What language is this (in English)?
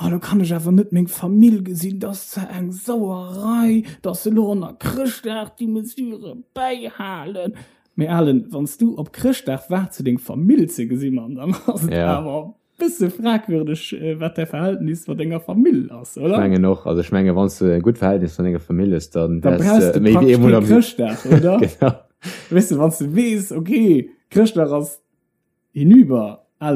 Luxembourgish